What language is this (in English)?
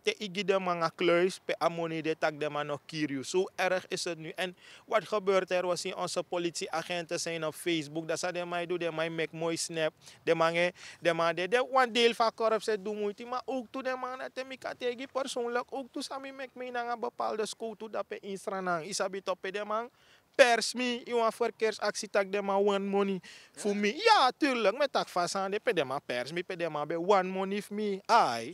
Sranan Tongo